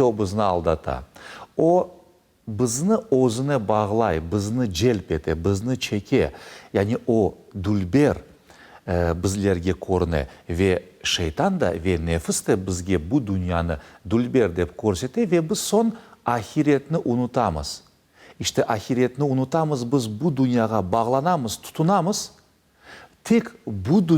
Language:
Crimean Tatar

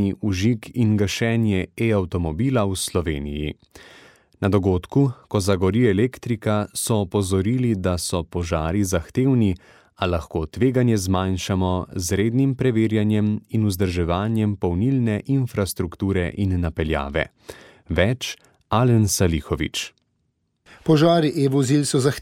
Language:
Slovenian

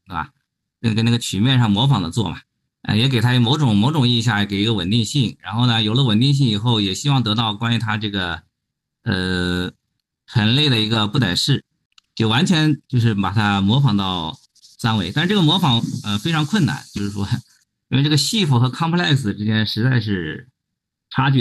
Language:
Chinese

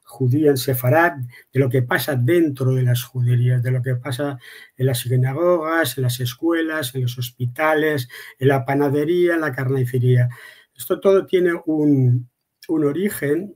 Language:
Ladino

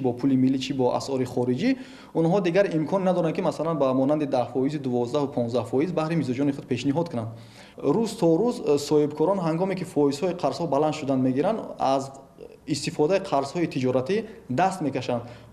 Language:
Tajik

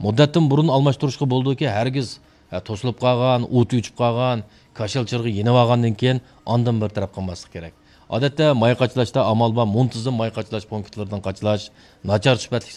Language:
Uyghur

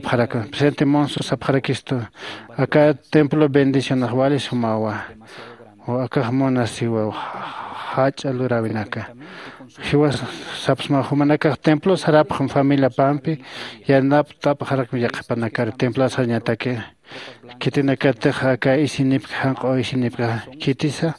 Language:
Aymara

